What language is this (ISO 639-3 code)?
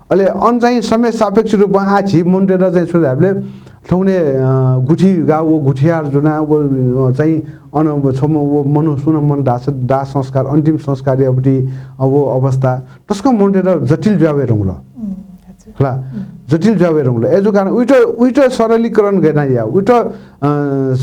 new